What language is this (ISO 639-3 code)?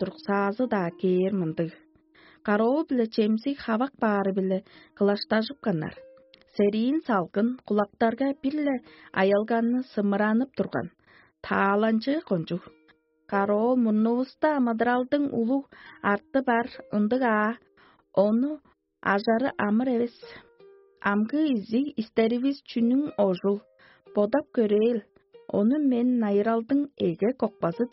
tyv